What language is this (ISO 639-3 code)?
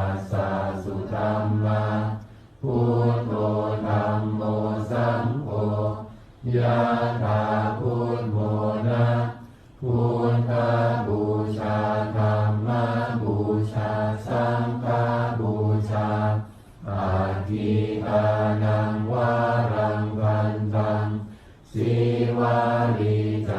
pli